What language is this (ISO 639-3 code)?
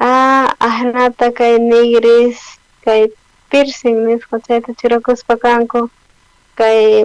quh